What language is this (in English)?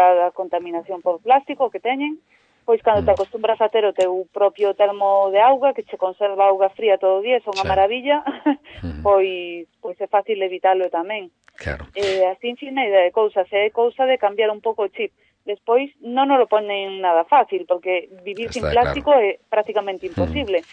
Galician